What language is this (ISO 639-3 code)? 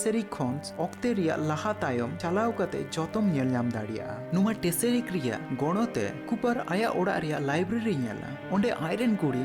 sat